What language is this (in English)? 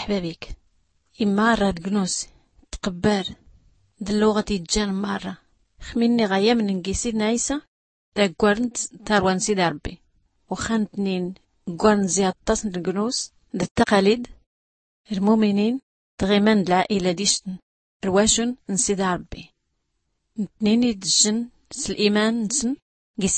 Tachelhit